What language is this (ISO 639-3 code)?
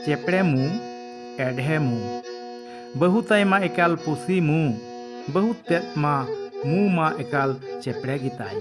sat